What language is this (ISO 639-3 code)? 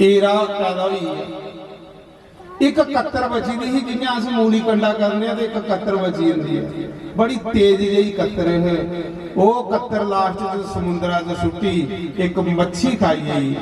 doi